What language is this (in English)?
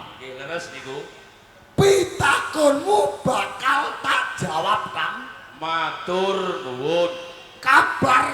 Javanese